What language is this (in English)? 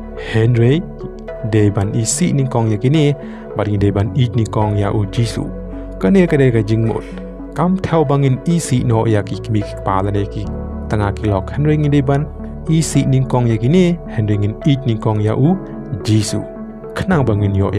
Khasi